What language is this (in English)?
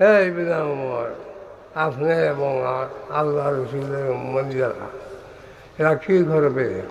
Sylheti